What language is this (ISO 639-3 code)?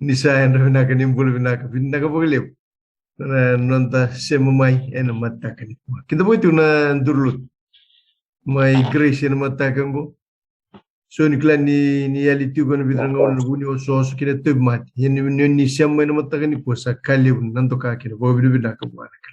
fij